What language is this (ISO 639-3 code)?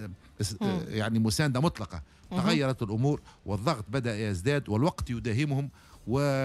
aeb